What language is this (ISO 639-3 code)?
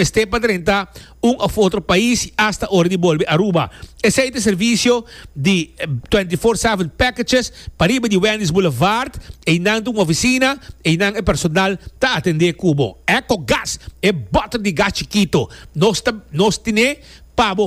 pap